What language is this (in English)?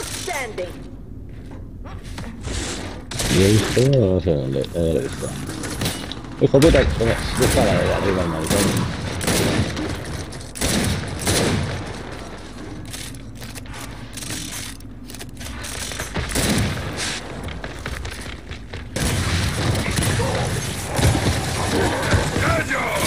Spanish